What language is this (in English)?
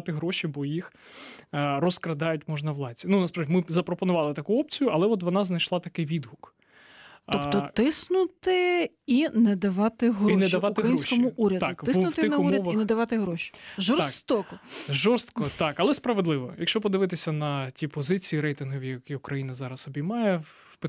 Ukrainian